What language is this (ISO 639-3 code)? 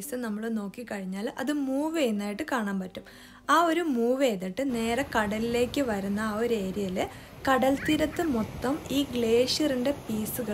mal